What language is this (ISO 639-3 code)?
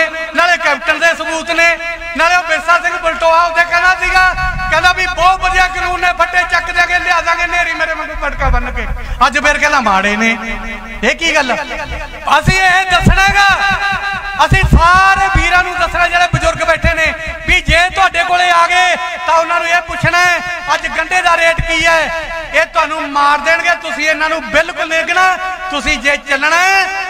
pan